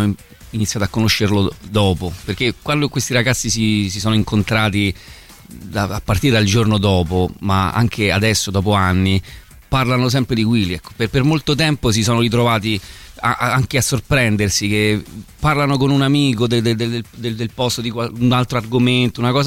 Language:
Italian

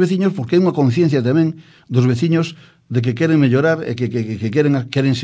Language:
Galician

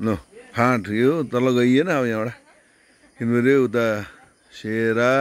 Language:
Nepali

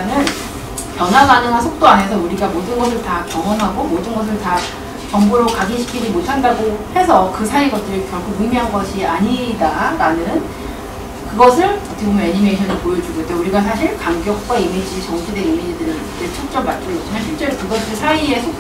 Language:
Korean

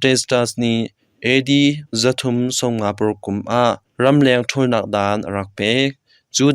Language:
Hakha Chin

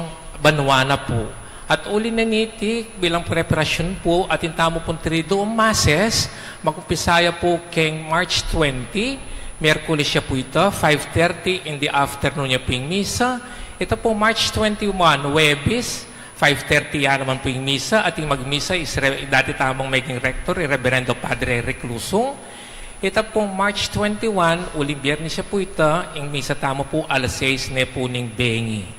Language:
Pampanga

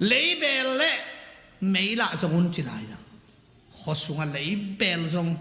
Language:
Tedim Chin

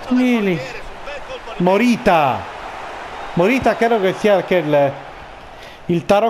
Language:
Italian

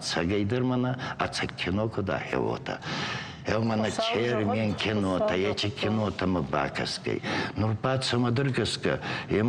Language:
Ossetic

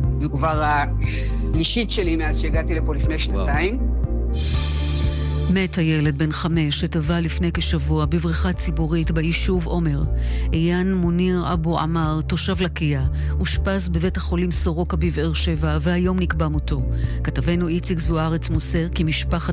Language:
Hebrew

